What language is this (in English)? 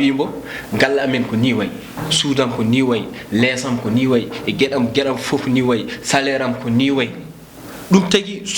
Fula